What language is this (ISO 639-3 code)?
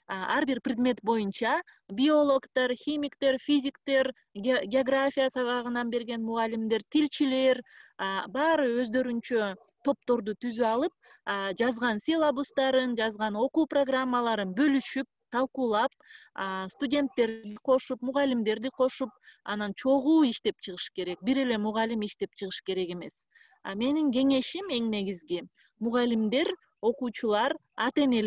kir